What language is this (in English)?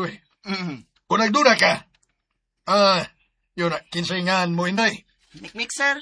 Cebuano